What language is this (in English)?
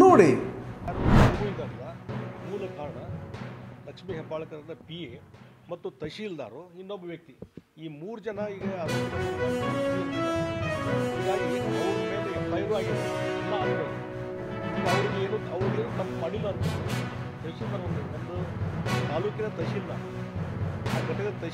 Kannada